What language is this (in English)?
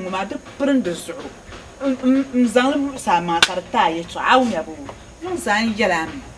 Dagbani